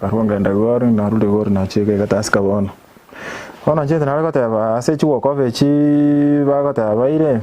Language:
Gusii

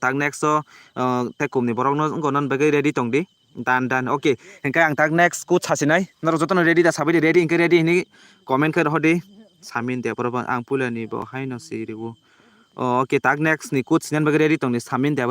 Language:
Kok Borok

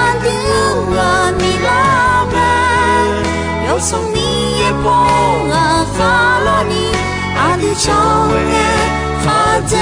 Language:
Akha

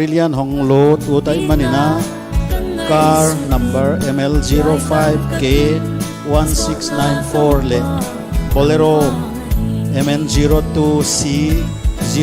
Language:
Paite Chin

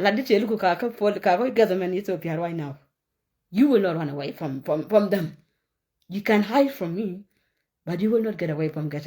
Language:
Nuer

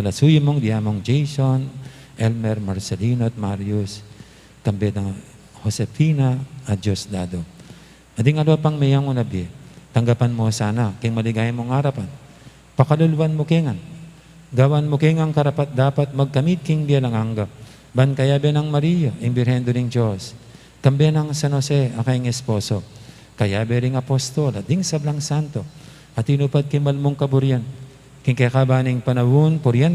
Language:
Pampanga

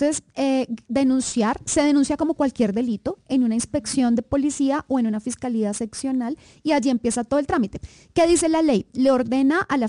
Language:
Spanish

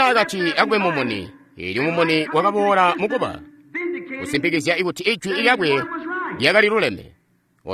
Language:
Tonga (Zambia)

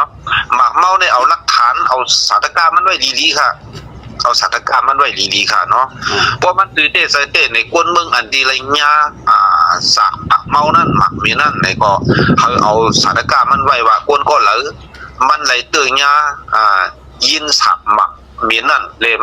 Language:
Shan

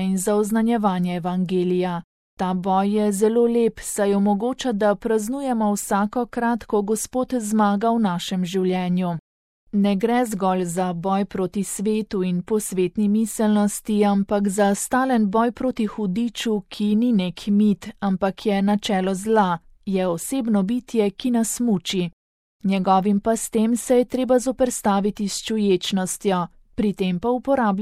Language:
Slovenian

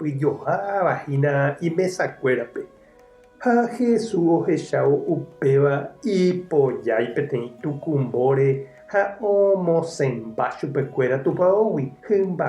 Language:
Guarani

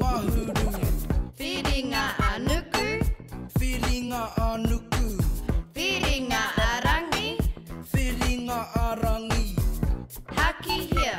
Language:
Māori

